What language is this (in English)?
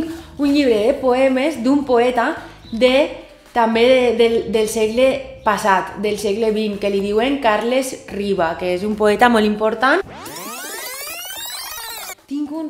Catalan